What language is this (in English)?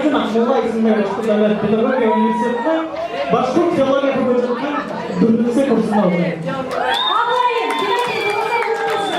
Bashkir